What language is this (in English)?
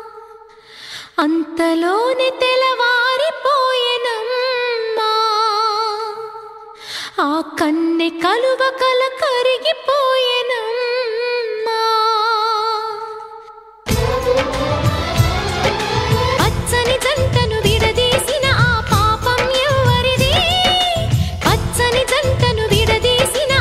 Telugu